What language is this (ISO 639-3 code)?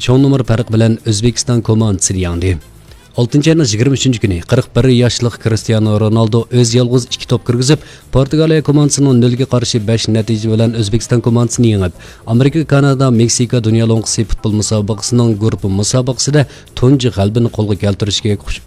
uig